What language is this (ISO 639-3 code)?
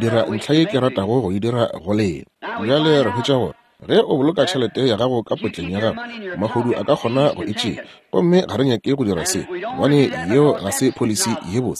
nso